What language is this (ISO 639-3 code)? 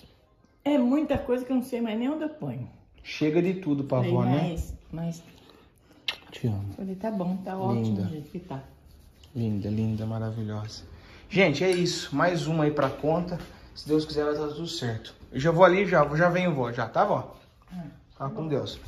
por